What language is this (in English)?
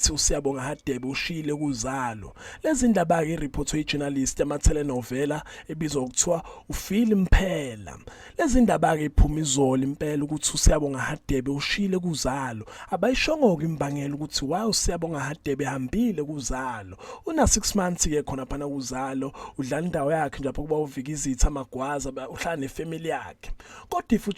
Zulu